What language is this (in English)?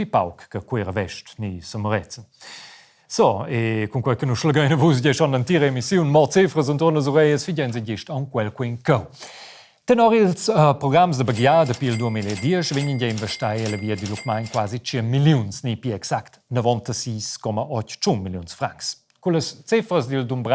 Romansh